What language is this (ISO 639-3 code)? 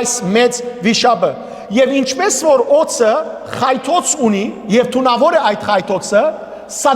hyw